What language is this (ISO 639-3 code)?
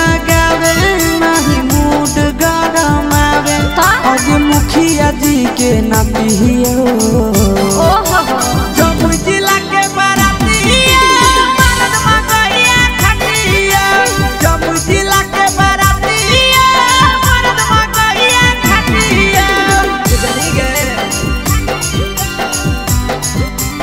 mag